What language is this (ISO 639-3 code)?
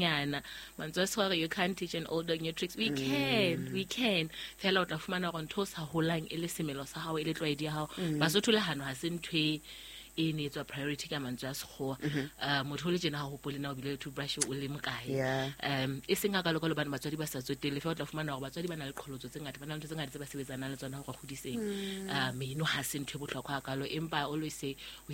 sot